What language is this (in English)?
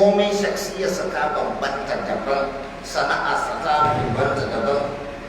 Hausa